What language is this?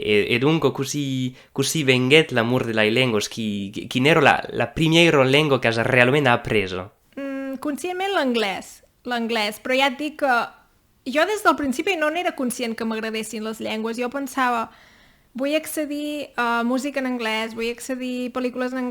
Occitan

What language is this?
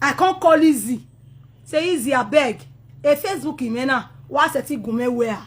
Nigerian Pidgin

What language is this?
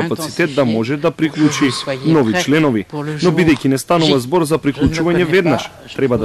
Macedonian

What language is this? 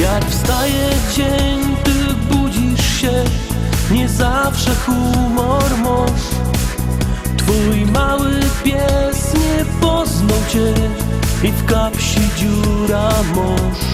Silesian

